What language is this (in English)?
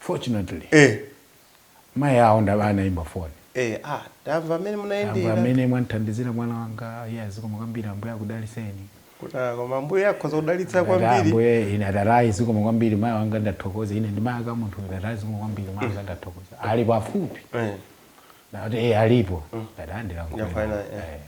Nyanja